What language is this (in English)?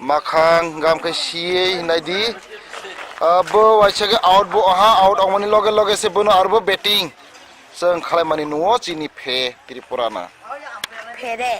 Kok Borok